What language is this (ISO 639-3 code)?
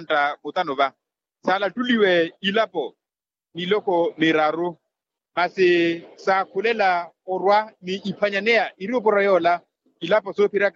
vmw